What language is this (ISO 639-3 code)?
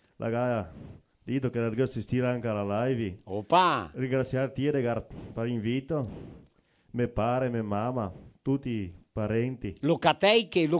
vec